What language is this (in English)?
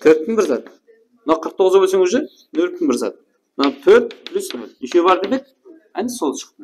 Kara-Kalpak